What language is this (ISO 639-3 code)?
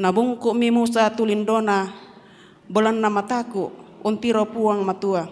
sda